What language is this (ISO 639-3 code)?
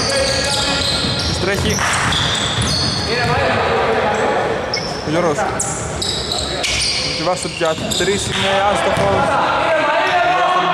ell